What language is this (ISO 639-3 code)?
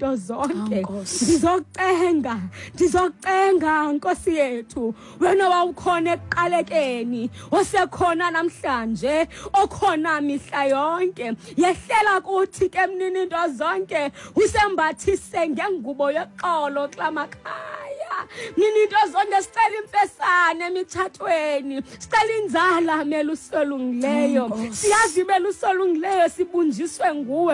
xho